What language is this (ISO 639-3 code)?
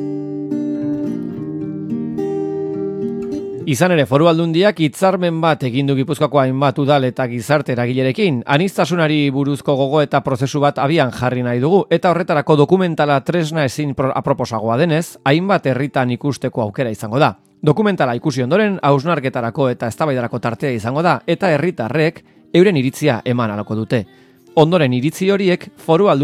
eus